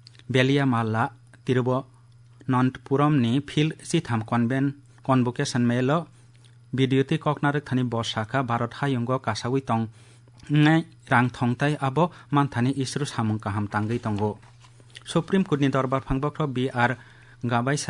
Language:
Kok Borok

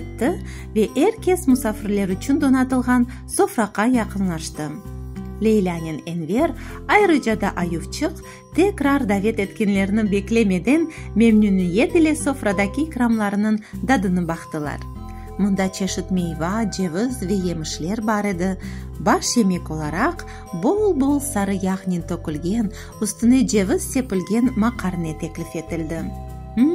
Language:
Crimean Tatar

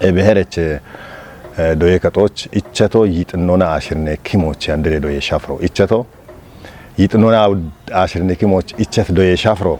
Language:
Kafa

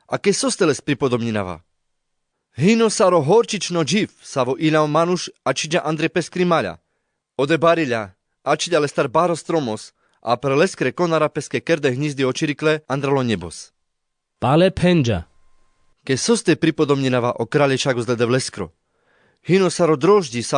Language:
Carpathian Romani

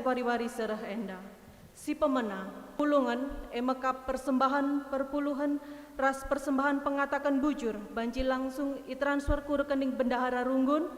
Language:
Batak Karo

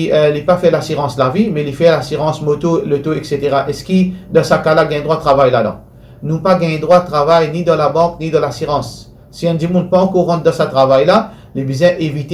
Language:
Morisyen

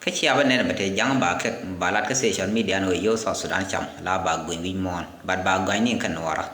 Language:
Nuer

